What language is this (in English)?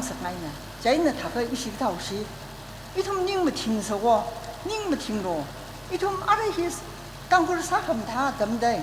Tangkhul Naga (India)